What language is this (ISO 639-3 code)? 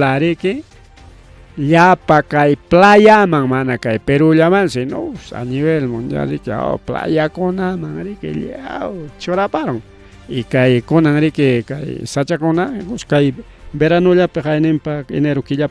quy